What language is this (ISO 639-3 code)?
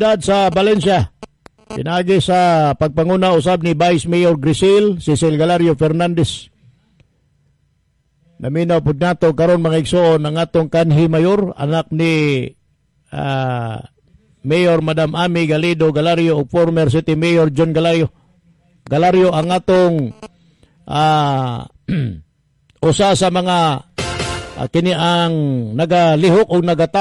ceb